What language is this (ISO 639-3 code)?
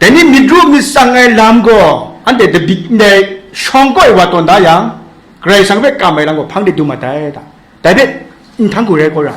kac